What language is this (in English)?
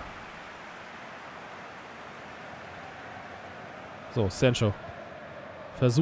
German